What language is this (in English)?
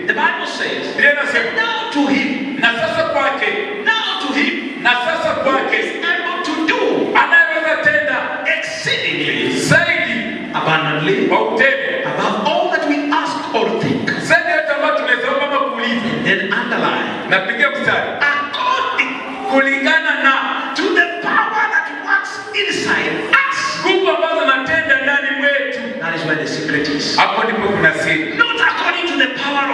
Swahili